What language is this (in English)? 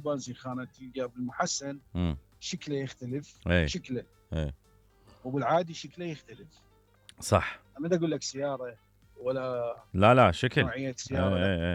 Mesopotamian Arabic